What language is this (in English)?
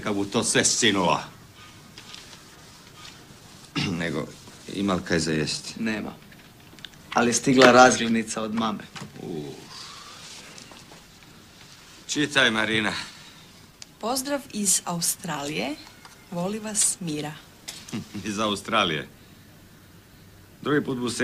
Croatian